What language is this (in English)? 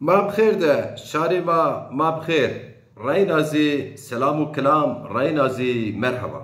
Zaza